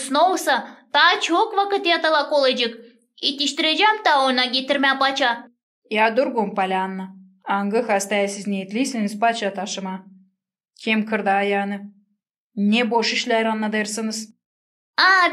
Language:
Gagauz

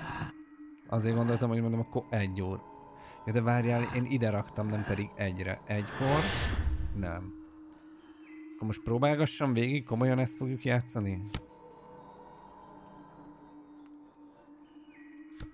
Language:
Hungarian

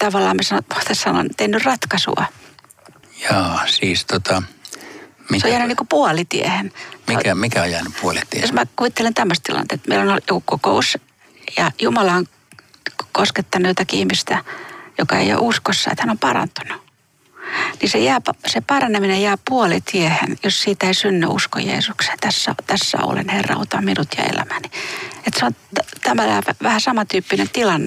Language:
Finnish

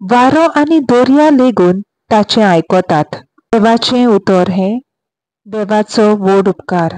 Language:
Konkani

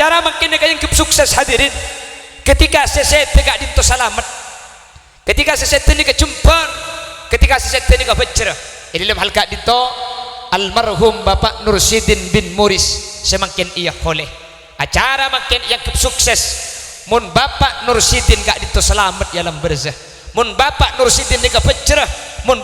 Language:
Madurese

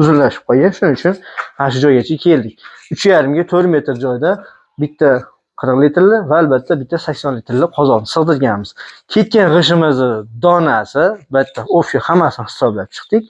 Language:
Uzbek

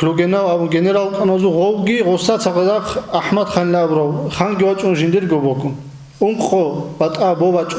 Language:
Avaric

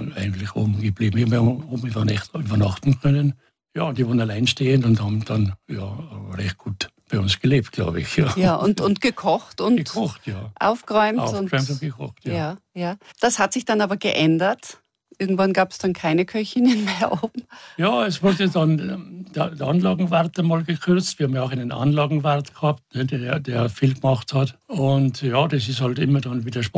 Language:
German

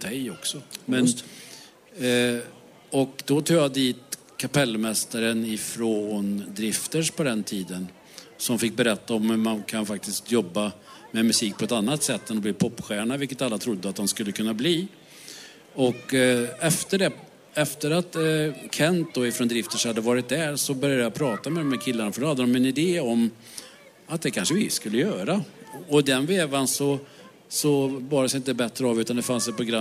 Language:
Swedish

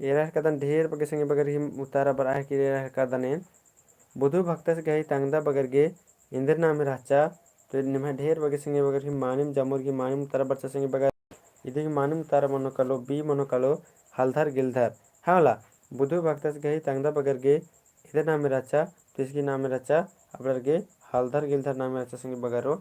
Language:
Kurukh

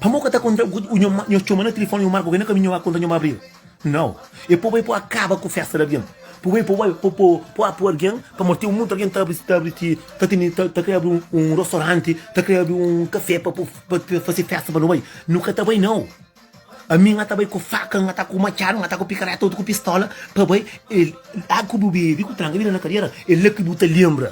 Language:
Kabuverdianu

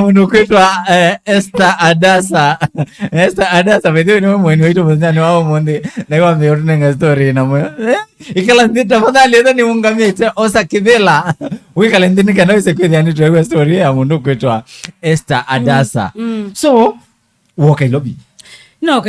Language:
Kamba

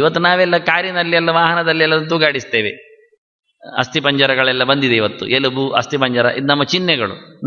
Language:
Kannada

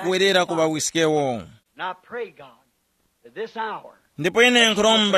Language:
Tumbuka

